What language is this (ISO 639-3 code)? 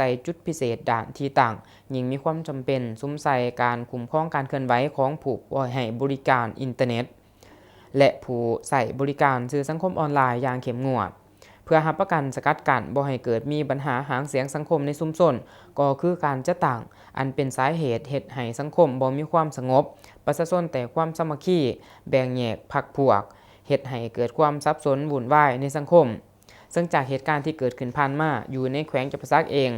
lao